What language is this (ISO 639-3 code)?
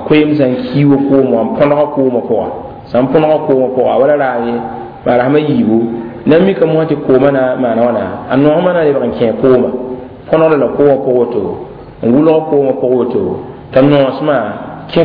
mos